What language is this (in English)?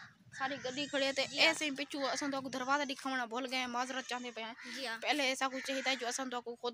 Saraiki